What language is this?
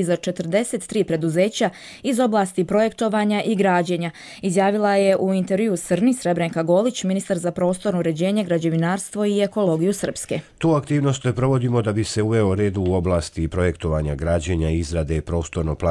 Croatian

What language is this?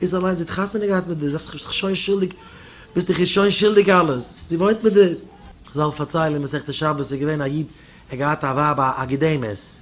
Yiddish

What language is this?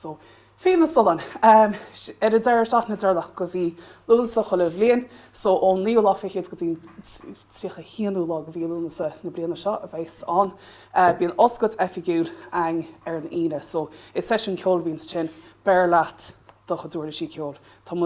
Irish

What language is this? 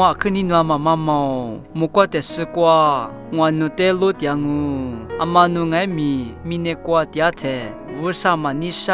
Lisu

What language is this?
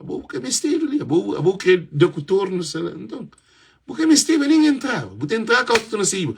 Kabuverdianu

